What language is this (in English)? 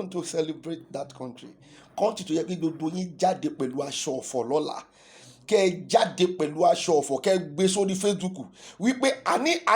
Yoruba